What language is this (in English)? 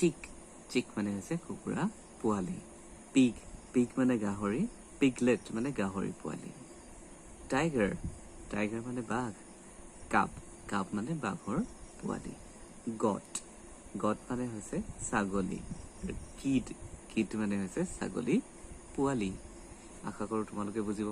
Assamese